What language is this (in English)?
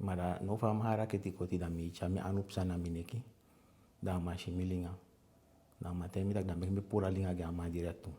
Eastern Maroon Creole